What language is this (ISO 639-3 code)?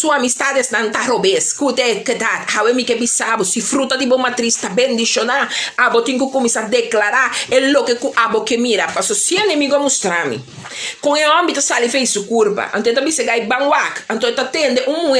pap